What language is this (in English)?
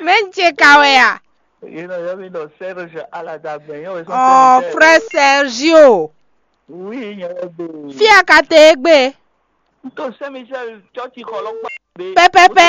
Fon